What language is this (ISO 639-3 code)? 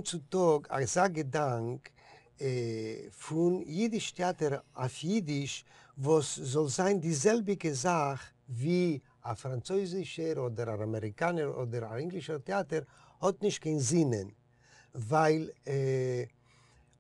yid